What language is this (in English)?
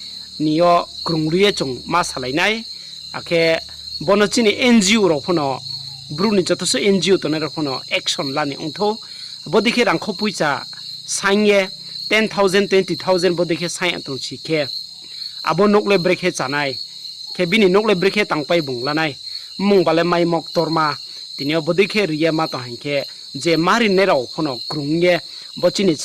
Riang (India)